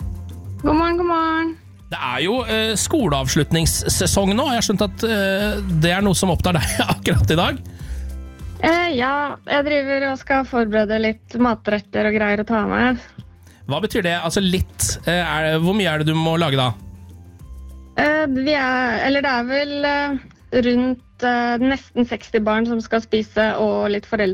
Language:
Norwegian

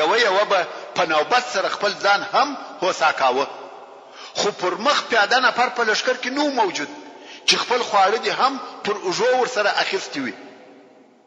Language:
Pashto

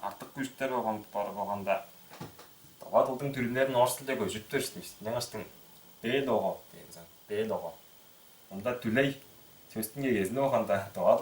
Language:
Tuvinian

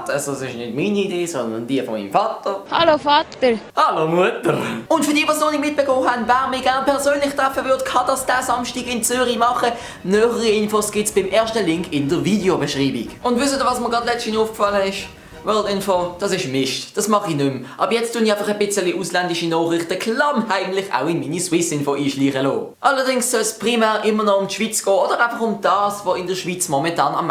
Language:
Swiss German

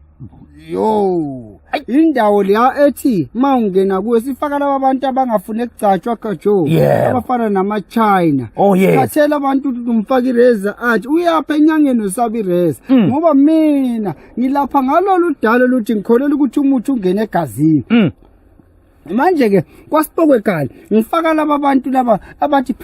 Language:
Zulu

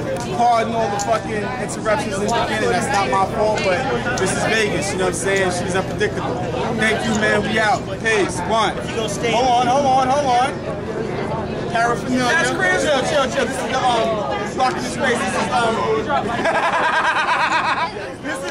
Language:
English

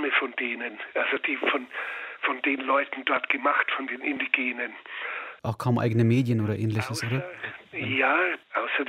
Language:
German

